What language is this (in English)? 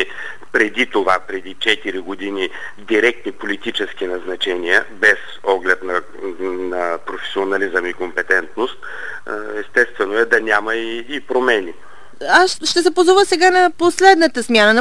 Bulgarian